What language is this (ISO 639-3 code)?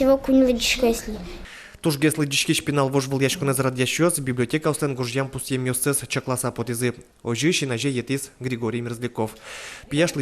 udm